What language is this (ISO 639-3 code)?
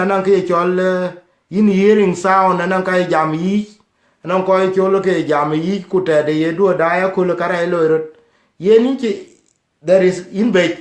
din